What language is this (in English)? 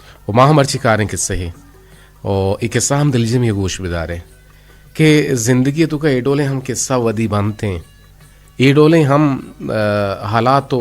Eastern Balochi